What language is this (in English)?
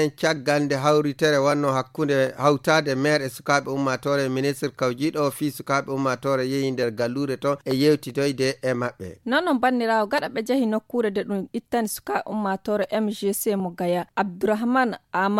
Fula